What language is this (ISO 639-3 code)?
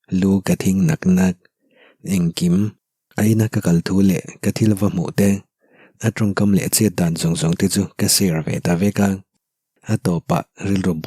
lus